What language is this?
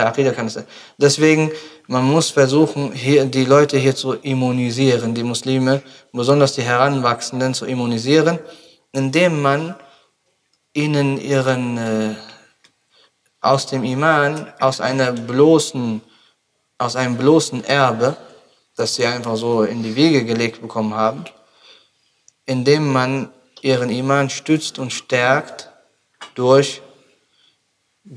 German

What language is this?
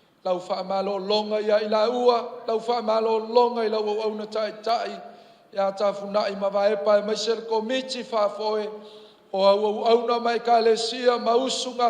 Samoan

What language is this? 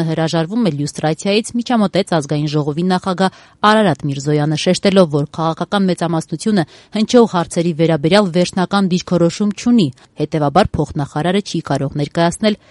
Armenian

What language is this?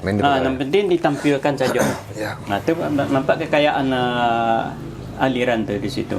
Minangkabau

